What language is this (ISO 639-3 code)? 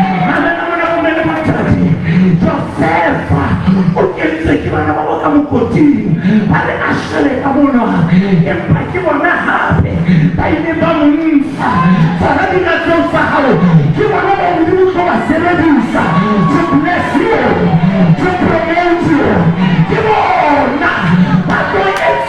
sot